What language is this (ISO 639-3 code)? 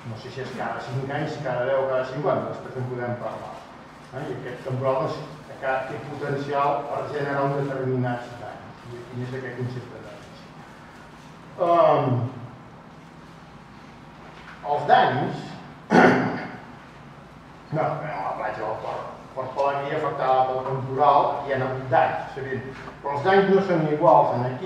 cat